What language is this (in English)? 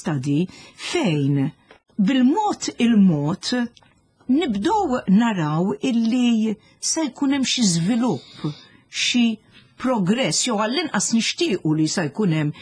Maltese